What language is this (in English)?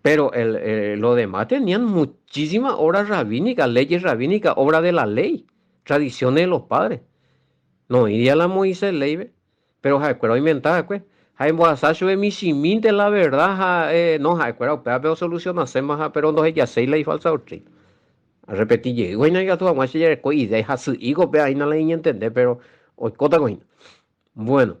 Guarani